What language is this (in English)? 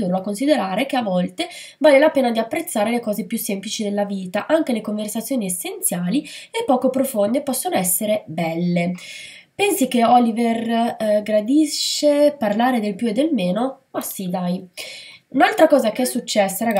Italian